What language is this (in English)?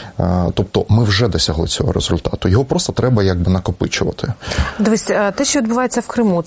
Ukrainian